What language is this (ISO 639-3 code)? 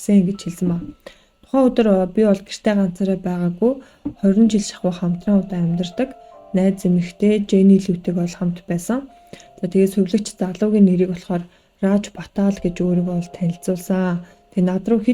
mon